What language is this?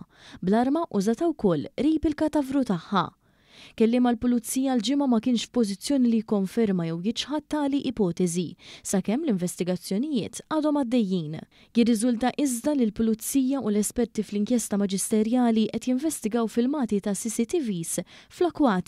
Maltese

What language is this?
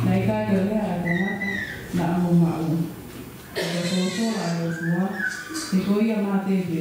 Tongan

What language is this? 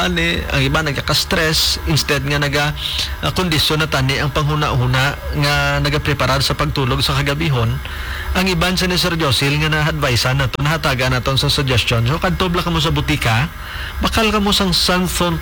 Hiligaynon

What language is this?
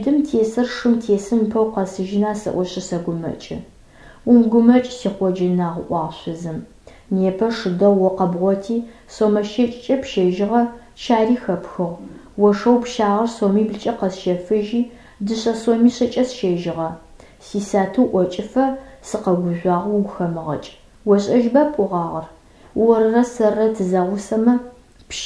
Adyghe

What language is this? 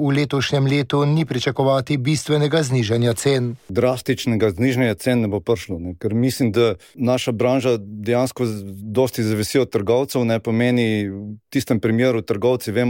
Slovenian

